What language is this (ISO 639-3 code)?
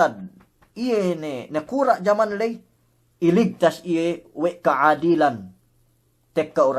yka